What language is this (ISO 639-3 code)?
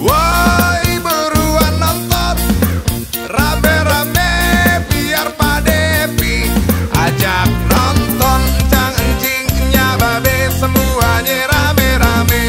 bew